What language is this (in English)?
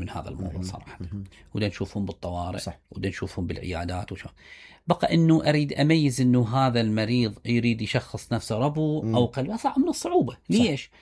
Mesopotamian Arabic